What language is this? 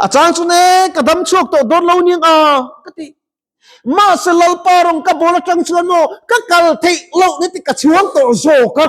Mizo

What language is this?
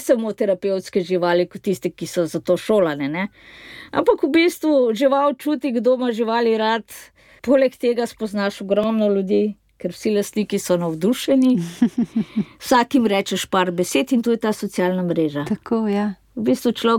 Slovenian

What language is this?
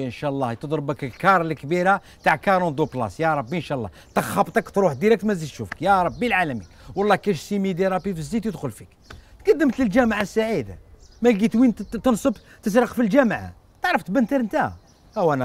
Algerian Arabic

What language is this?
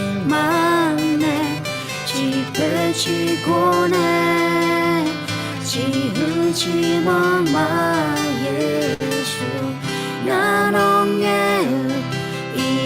Akha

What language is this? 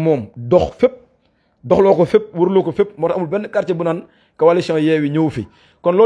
Wolof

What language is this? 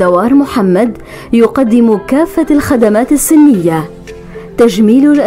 North Levantine Arabic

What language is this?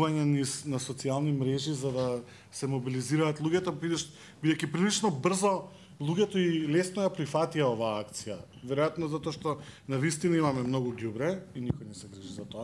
Macedonian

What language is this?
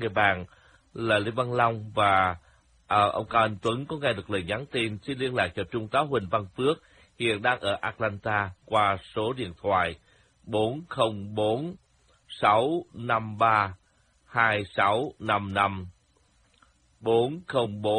Vietnamese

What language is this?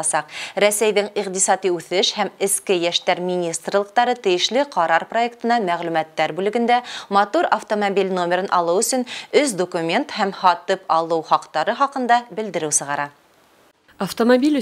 Bashkir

